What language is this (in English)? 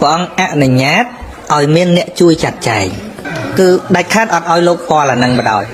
Khmer